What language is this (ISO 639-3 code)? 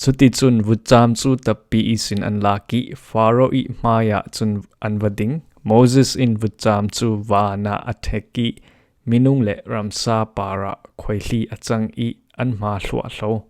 cfm